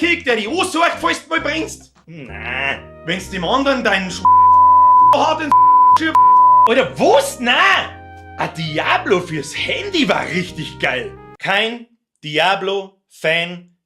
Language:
Bavarian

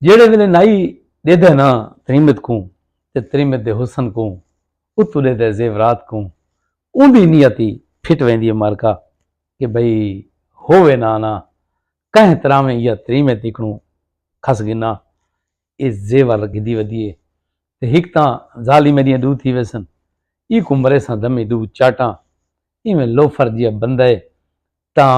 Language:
Saraiki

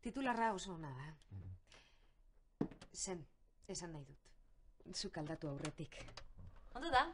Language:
Basque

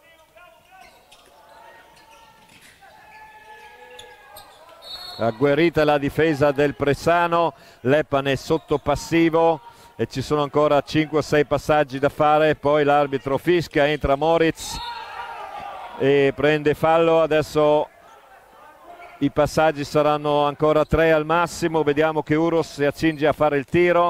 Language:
Italian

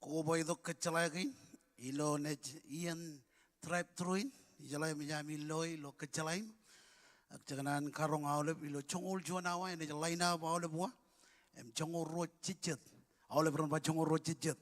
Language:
Marshallese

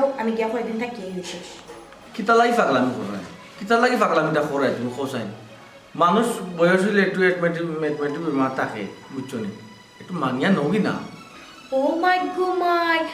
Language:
Sylheti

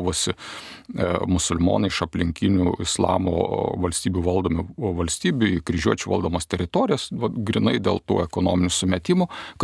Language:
Lithuanian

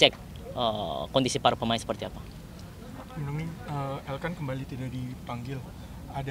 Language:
Indonesian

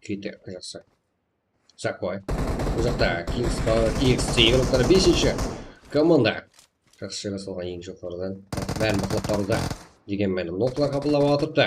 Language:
Kara-Kalpak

